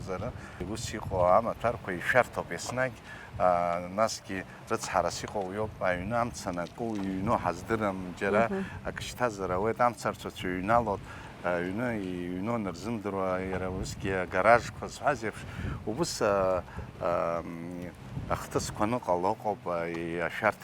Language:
Abkhazian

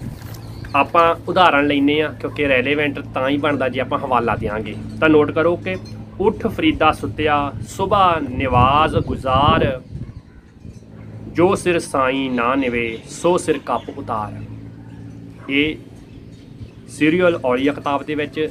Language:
Punjabi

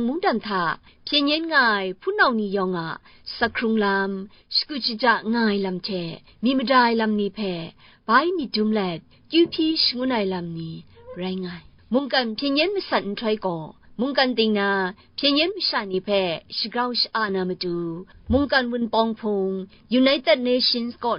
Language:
Kachin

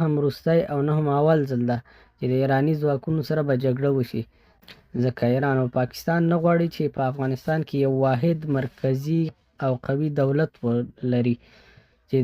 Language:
Pashto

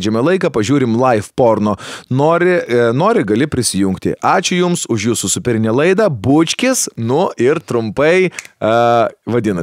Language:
Lithuanian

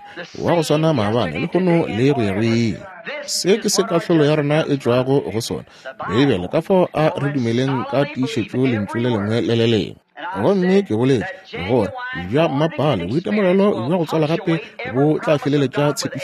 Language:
Northern Sotho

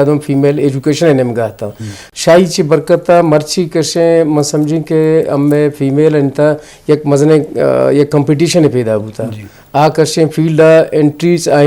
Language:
Eastern Balochi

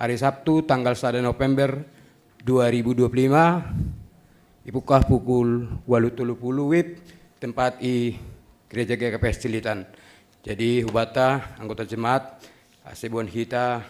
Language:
Batak Simalungun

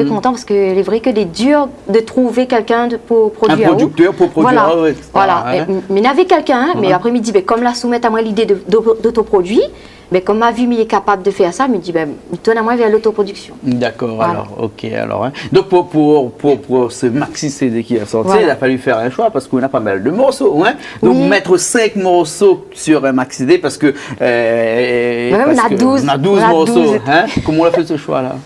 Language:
Réunion Creole French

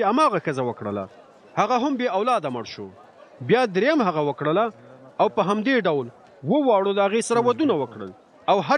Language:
Pashto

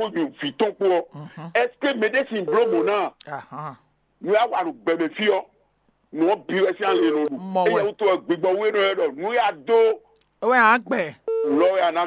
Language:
Fon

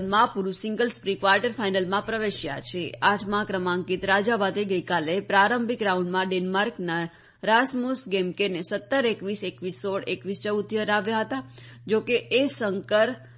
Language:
Gujarati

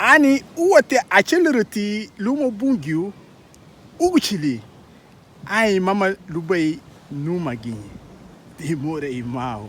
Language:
Garifuna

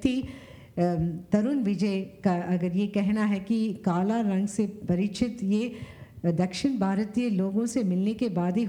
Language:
Hindi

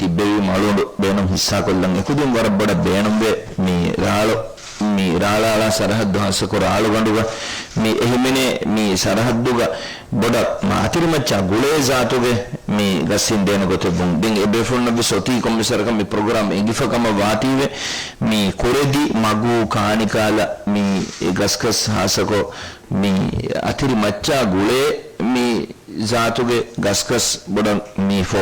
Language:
Divehi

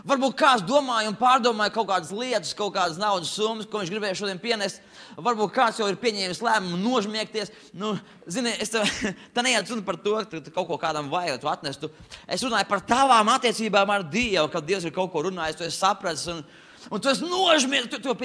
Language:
Latvian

